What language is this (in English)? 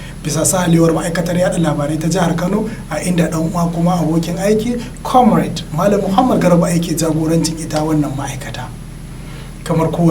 Hausa